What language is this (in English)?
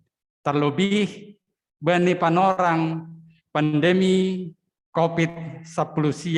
Batak Simalungun